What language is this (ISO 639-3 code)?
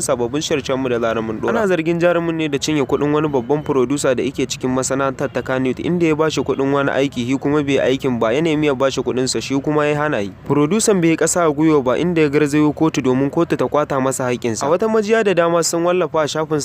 hau